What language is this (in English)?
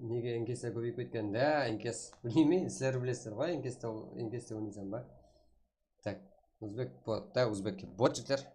Kara-Kalpak